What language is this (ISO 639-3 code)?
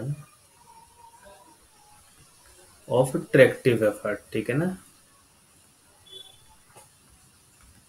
hin